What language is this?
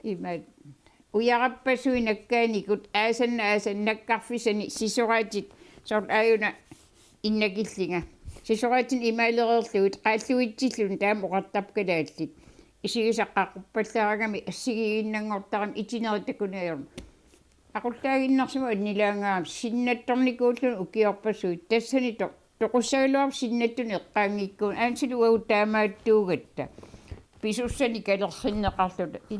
Kalaallisut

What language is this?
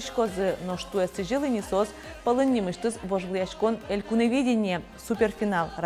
Udmurt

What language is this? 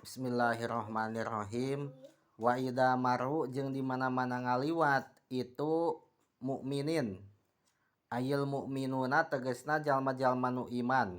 Sundanese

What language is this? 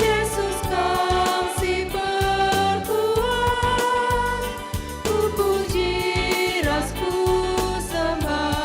Batak Karo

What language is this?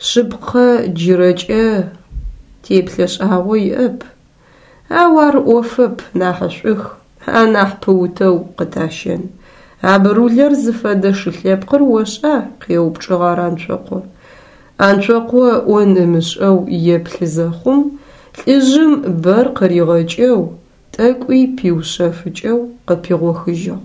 Adyghe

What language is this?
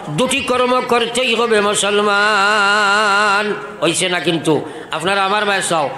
Sylheti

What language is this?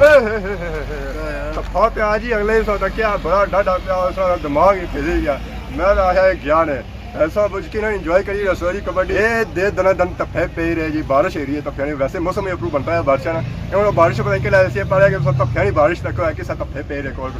Pahari-Potwari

